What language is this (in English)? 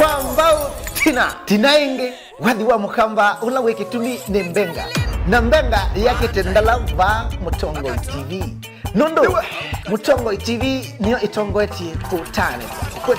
Kamba